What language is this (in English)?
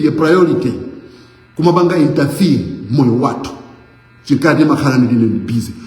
Nyanja